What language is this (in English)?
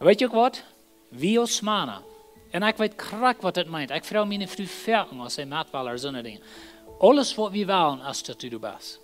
Plautdietsch